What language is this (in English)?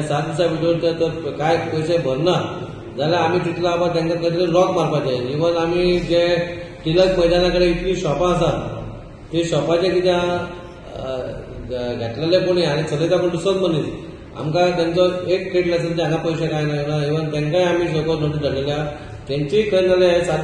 Konkani